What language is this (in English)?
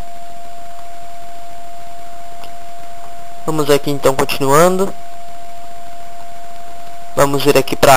Portuguese